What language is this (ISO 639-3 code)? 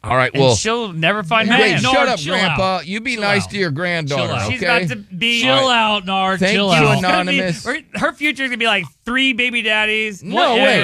eng